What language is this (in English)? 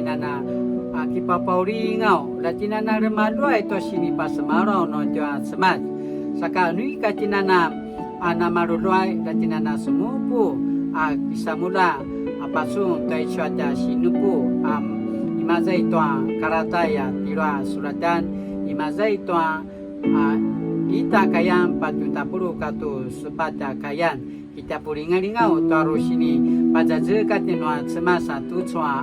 Paiwan